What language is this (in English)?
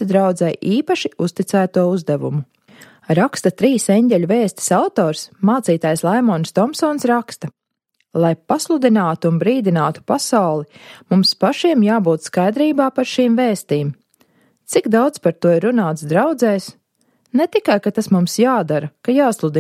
Latvian